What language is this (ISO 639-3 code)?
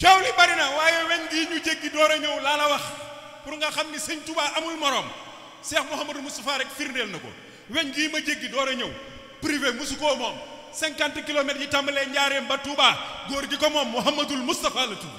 wol